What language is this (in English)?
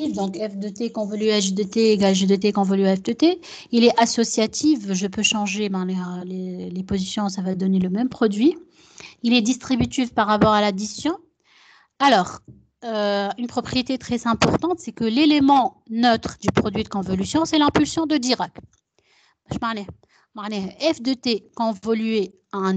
French